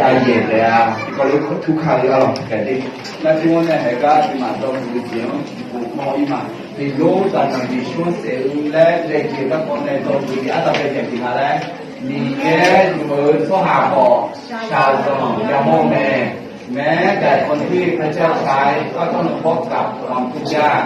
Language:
Akha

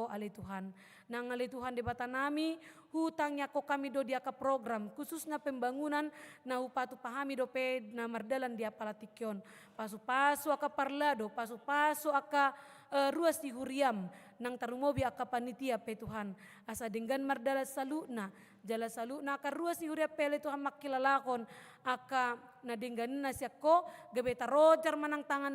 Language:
Batak Toba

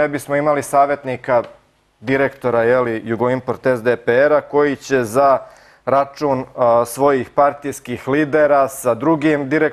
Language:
Serbian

